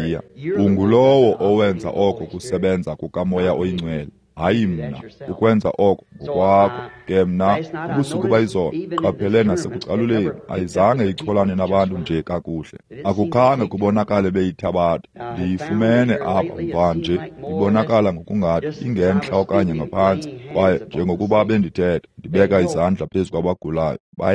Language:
Xhosa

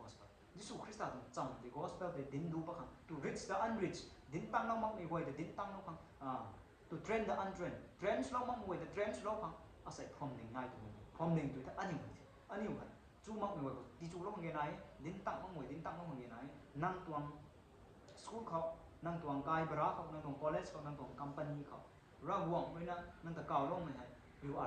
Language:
Rongmei Naga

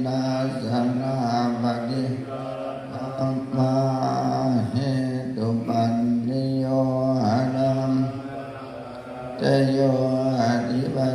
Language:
Pali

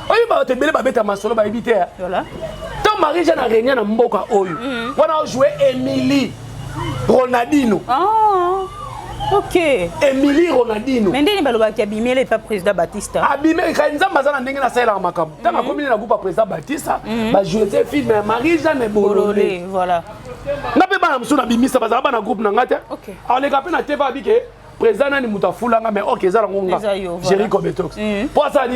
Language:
Lingala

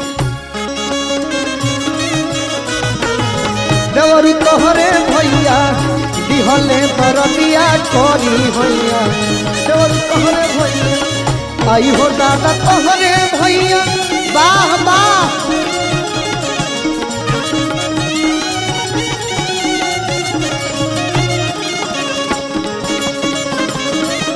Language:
Bhojpuri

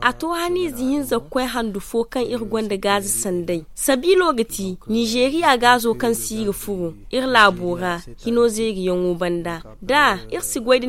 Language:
Zarma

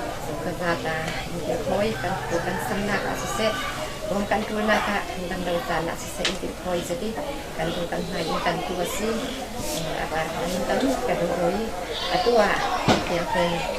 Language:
Falam Chin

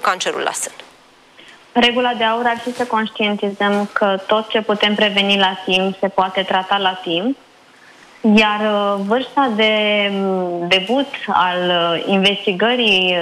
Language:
Romanian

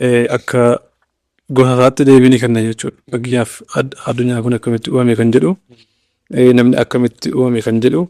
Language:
Oromo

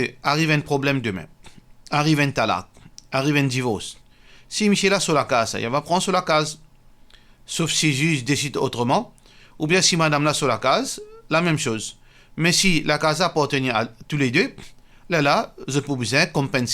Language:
Morisyen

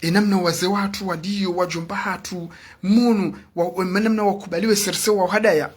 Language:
Ngazidja Comorian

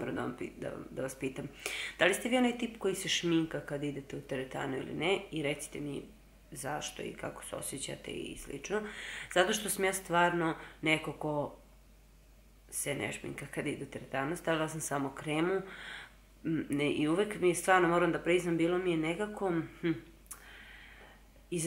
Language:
Serbian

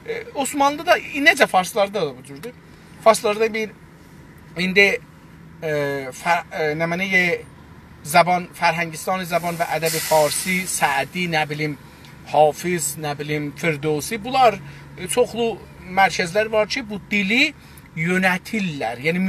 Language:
South Azerbaijani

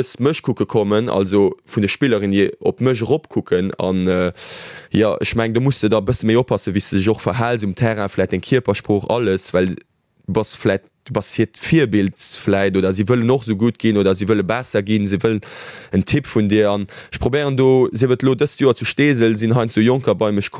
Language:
Luxembourgish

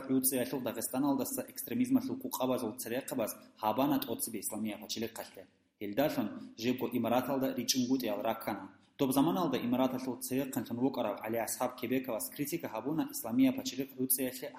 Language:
Avaric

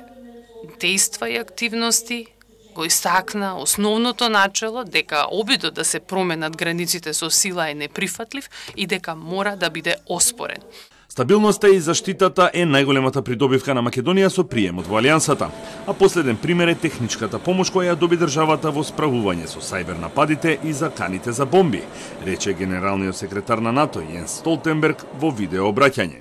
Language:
Macedonian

